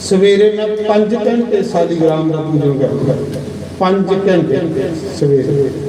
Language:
Dogri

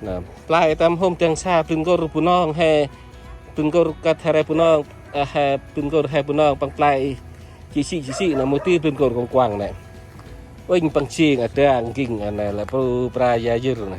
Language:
Central Mnong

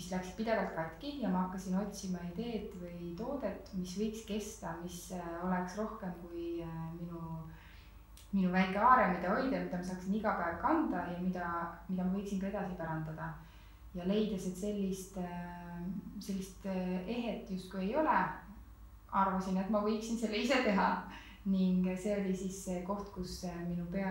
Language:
Estonian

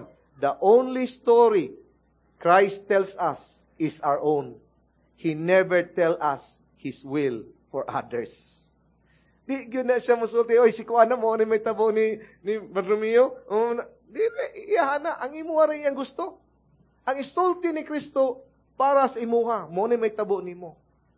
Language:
Cebuano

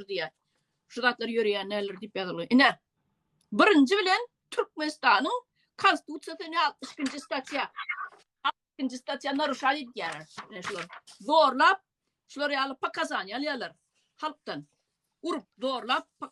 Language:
Turkmen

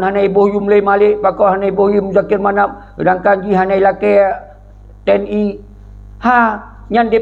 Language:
Achinese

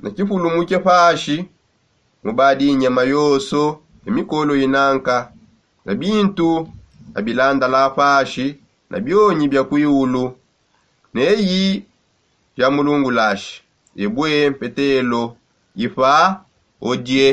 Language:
Songe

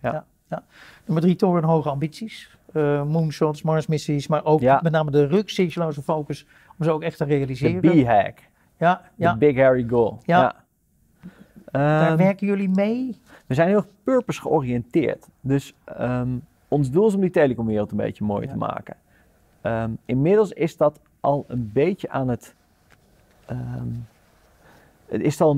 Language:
Dutch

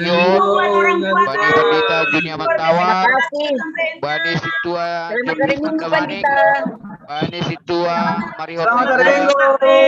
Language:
Batak Simalungun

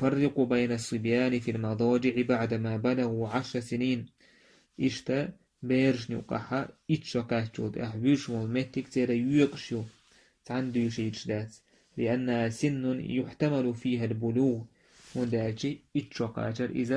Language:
Chechen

